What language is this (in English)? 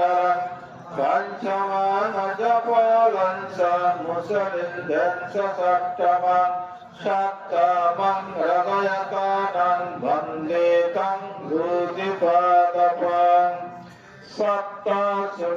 Pali